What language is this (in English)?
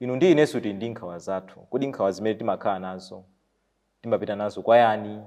Nyanja